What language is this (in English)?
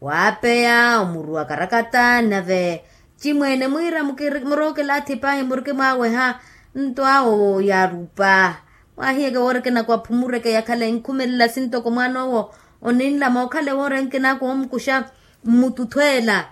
Makhuwa